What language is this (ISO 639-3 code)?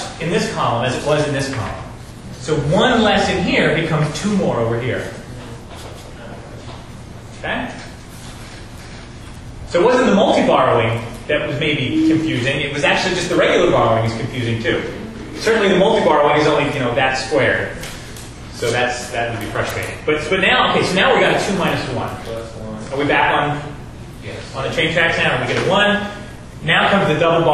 eng